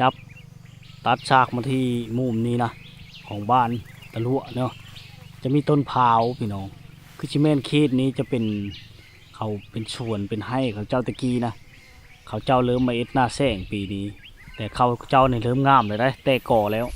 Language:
Lao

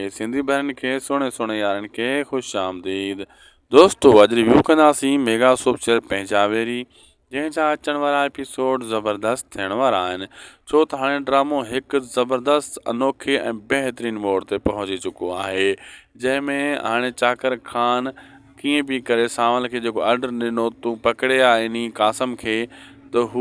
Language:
Sindhi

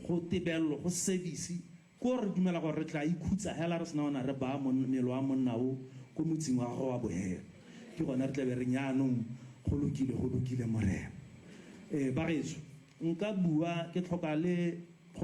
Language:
Tswana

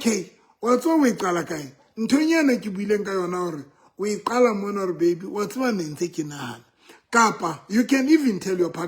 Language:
Southern Sotho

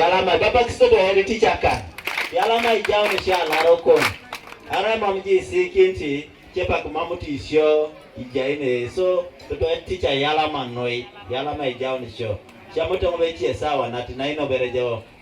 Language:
Teso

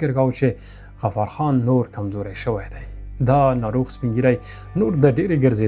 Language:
Pashto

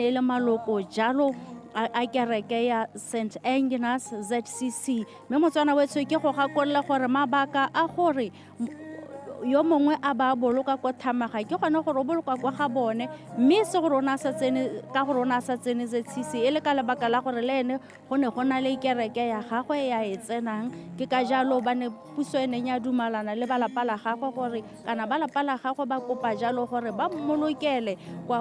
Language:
Tswana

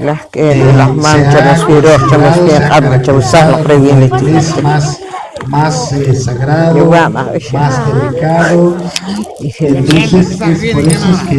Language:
Poqomchi'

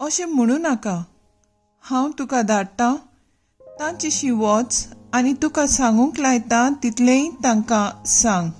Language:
Konkani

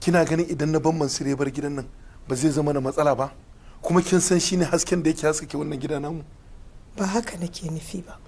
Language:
Hausa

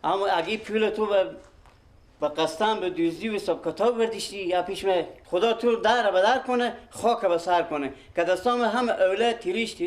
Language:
Persian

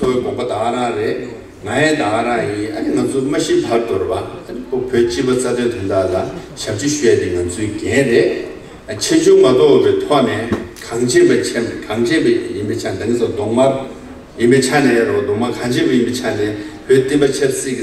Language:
Tibetan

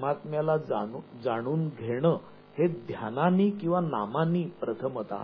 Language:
Marathi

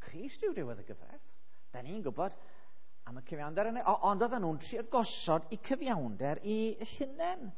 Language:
Welsh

